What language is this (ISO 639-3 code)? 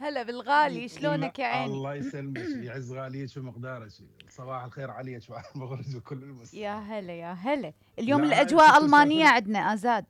acm